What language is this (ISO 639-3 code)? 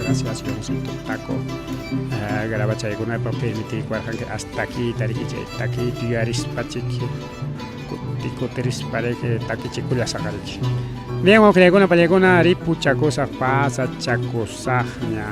quy